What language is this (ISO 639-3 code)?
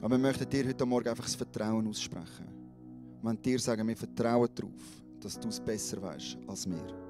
gsw